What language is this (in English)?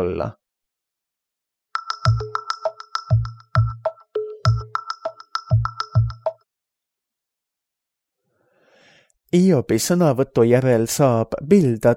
Estonian